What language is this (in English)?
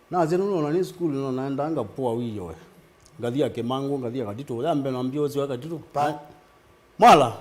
Kamba